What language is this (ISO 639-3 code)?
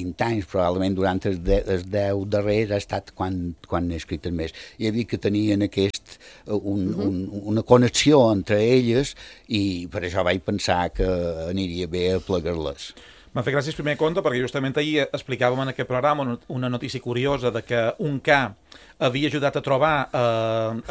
cat